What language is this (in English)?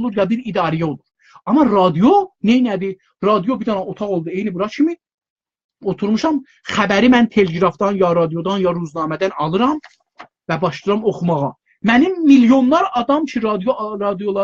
South Azerbaijani